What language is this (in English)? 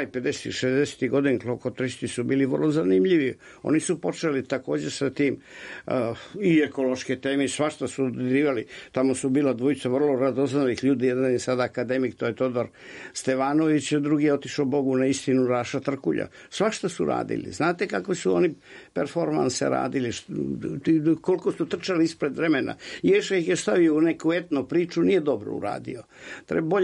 Serbian